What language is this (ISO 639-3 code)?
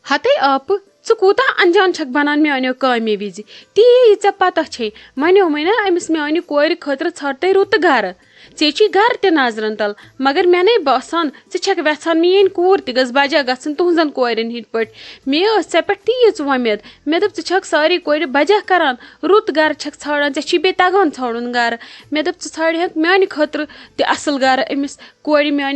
kas